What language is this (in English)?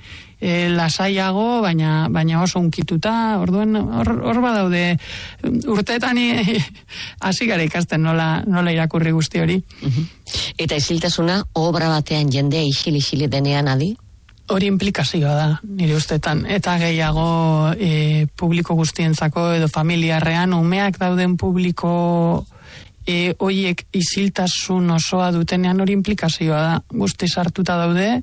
Basque